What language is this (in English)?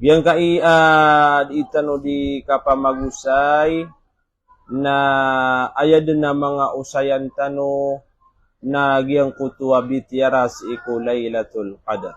Maranao